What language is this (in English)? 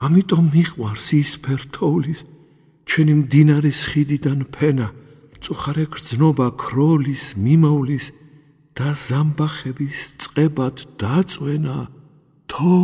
Georgian